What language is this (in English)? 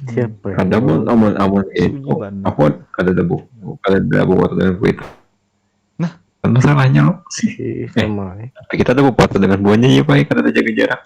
Banjar